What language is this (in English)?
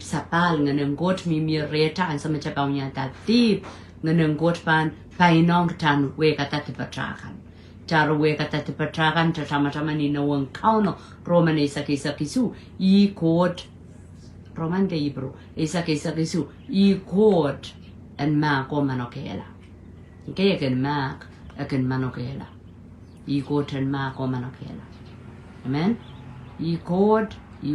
Pohnpeian